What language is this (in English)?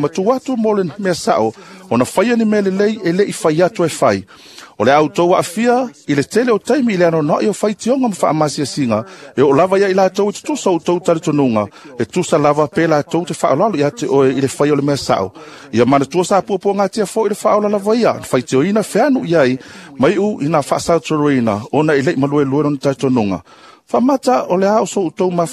Samoan